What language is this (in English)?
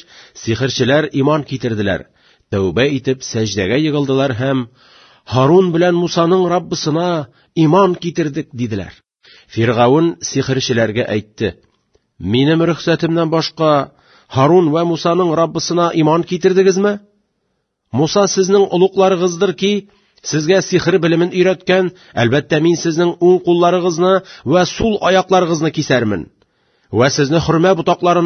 Tatar